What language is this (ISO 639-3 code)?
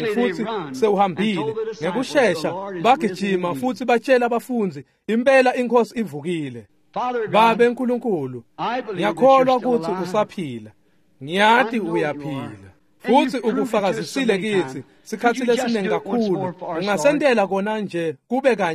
ssw